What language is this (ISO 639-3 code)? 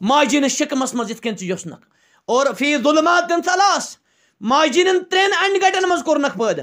kas